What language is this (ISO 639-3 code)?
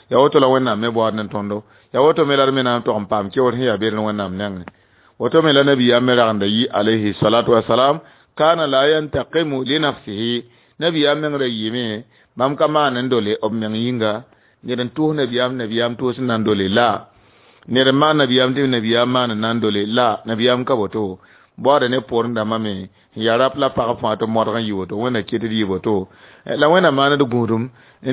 mos